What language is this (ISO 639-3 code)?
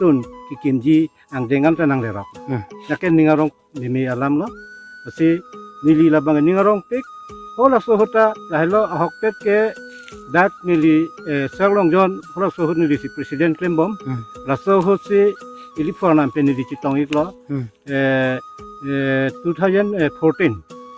mjw